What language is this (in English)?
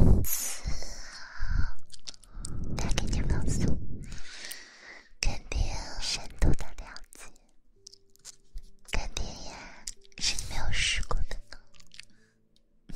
Chinese